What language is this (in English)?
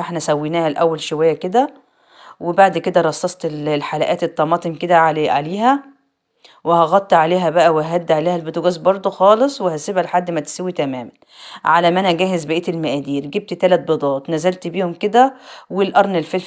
Egyptian Arabic